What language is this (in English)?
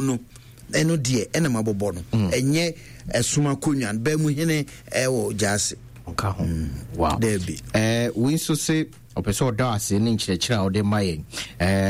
Akan